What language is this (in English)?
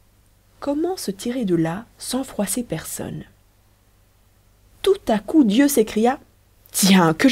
French